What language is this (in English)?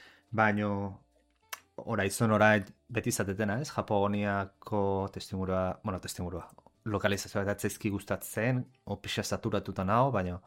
Basque